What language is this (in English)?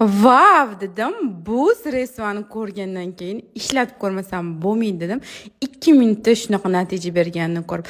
Uzbek